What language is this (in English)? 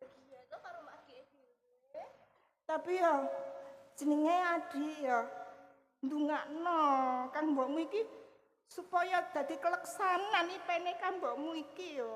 Javanese